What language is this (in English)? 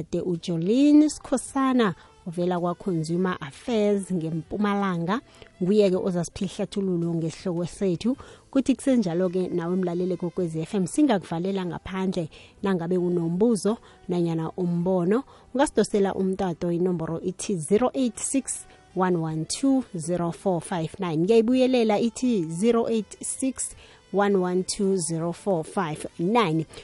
South Ndebele